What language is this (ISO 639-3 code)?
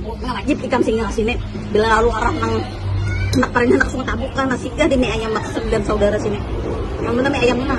bjn